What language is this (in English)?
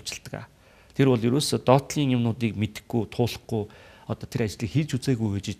Mongolian